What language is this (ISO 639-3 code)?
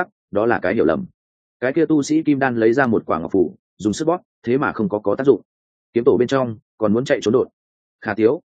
vie